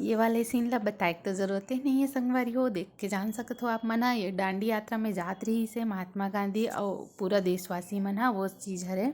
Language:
Chhattisgarhi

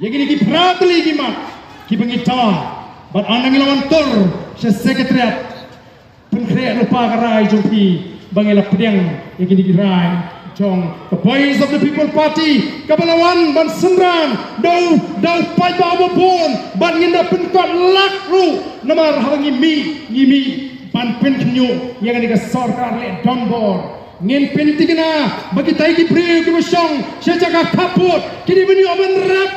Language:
Khasi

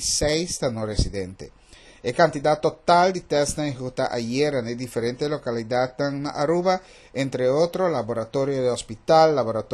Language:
Papiamento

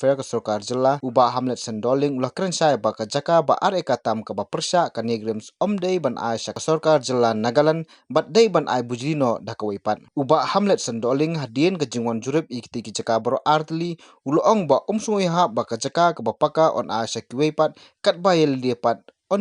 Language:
Khasi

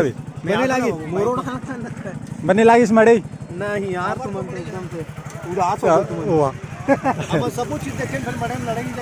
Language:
Chhattisgarhi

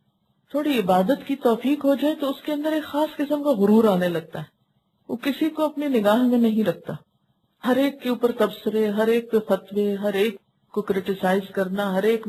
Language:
Urdu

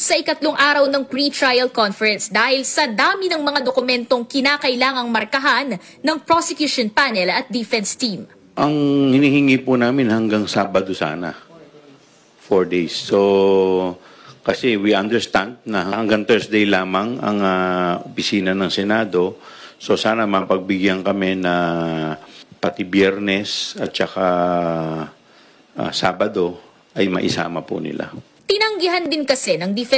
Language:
Filipino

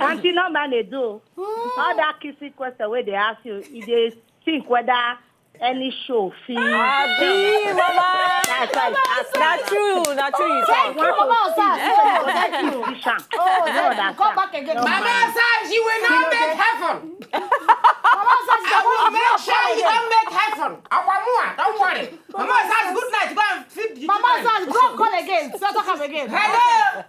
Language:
Nigerian Pidgin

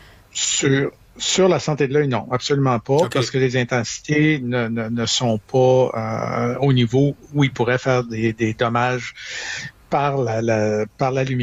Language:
French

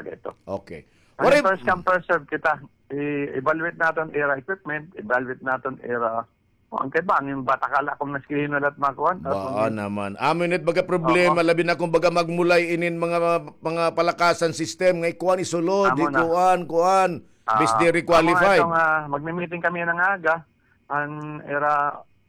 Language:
Waray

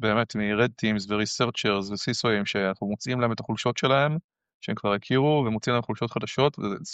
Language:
Hebrew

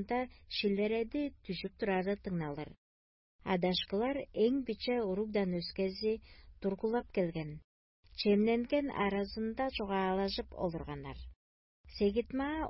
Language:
Tuvinian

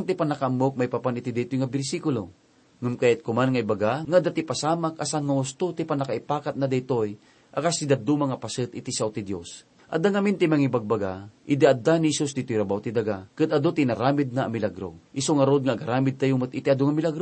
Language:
Iloko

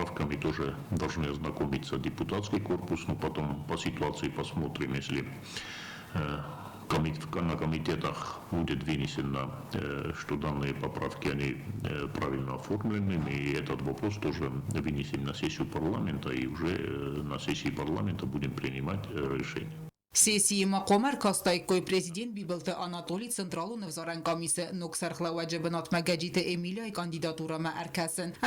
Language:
Ossetic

